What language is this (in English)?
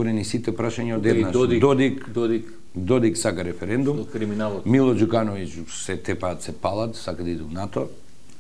Macedonian